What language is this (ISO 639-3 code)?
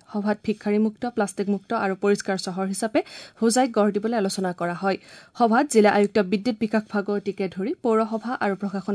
asm